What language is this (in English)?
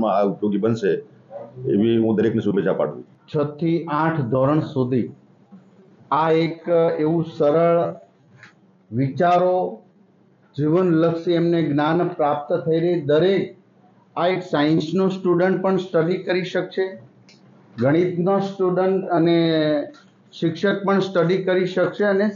Gujarati